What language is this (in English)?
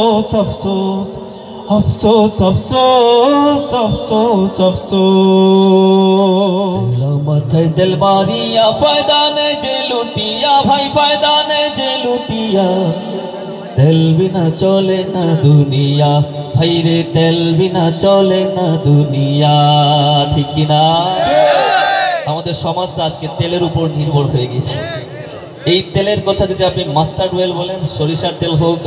Bangla